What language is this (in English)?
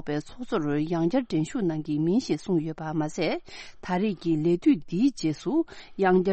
Tibetan